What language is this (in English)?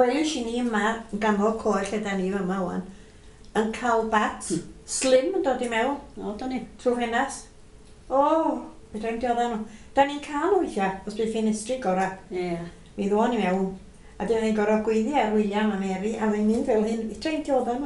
Welsh